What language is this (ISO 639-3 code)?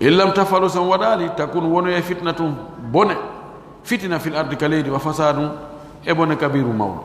fuf